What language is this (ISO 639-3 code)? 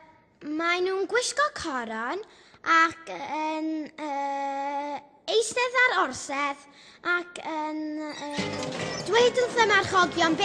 cym